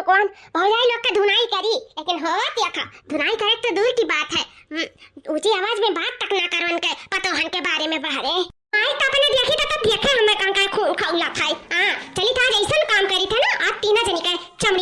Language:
Awadhi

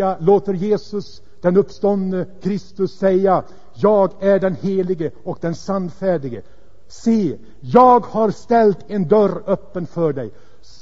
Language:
Swedish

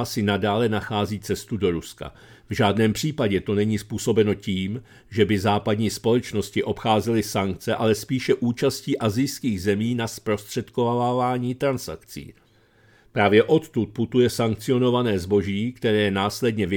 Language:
Czech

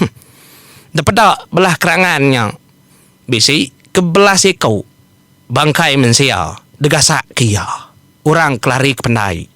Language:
Iban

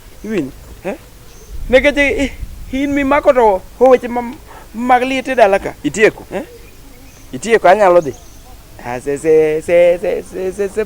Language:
Luo (Kenya and Tanzania)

